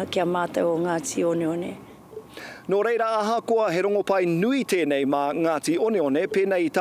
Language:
Māori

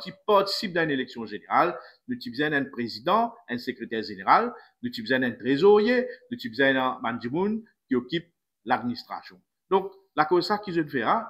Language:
Morisyen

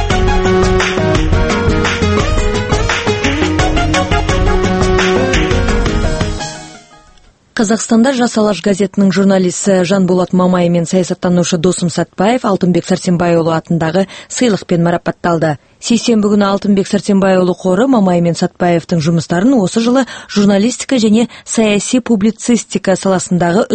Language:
Kazakh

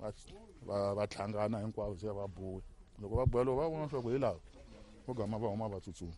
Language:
Tsonga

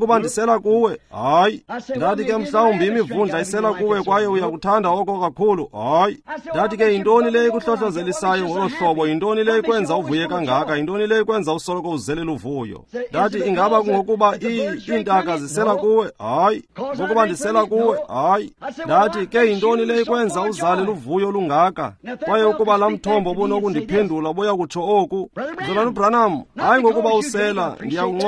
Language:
Xhosa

